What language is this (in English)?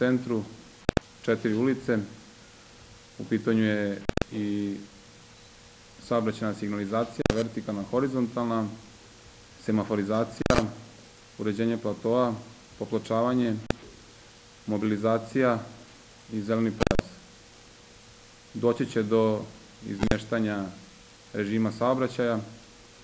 Serbian